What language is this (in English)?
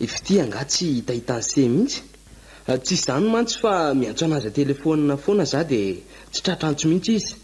Malagasy